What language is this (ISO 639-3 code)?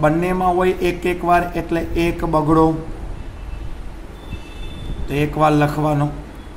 guj